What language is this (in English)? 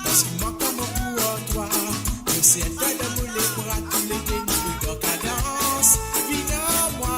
Morisyen